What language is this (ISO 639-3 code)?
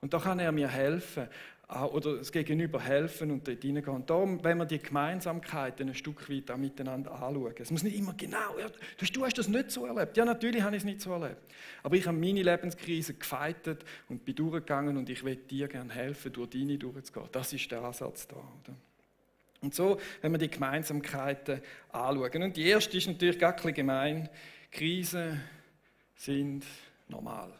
gsw